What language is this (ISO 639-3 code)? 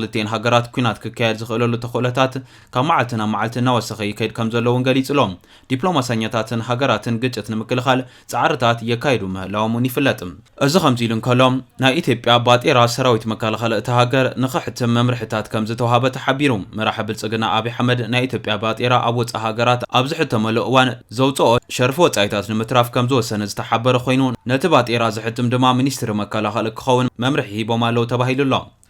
tir